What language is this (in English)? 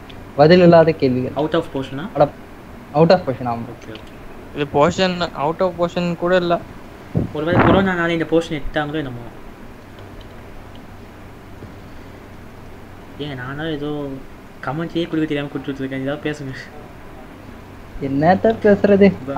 Tamil